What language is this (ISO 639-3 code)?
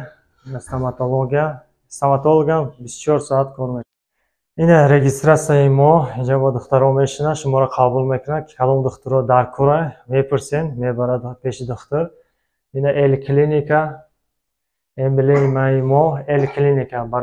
tgk